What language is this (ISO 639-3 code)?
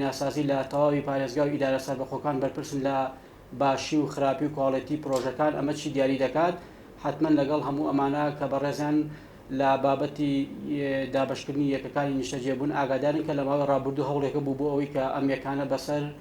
ckb